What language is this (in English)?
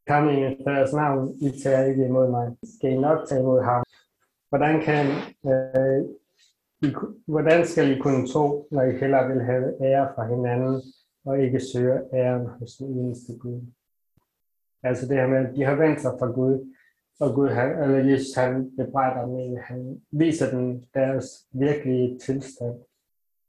Danish